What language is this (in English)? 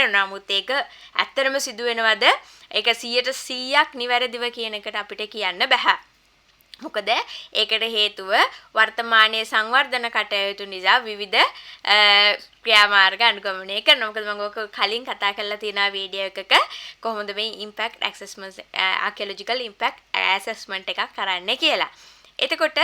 Sinhala